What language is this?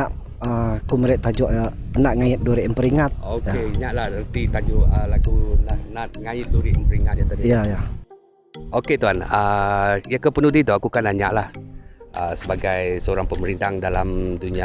Iban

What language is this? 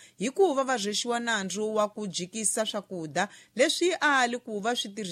Tsonga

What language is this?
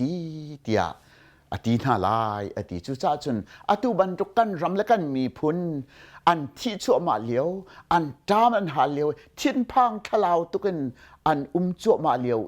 Hakha Chin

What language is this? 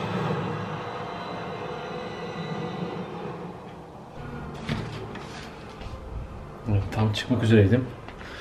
Turkish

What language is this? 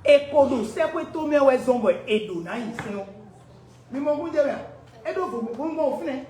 Fon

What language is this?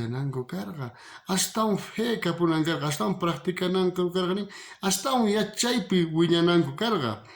South Bolivian Quechua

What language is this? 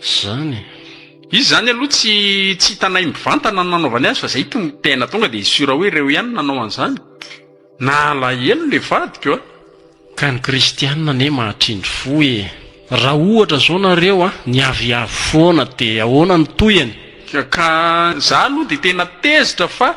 Malagasy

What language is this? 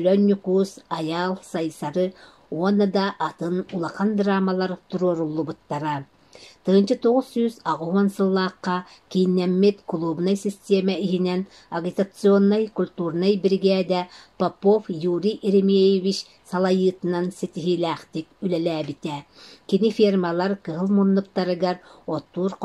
Yakut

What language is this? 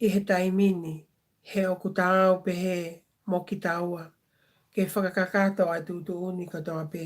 Tongan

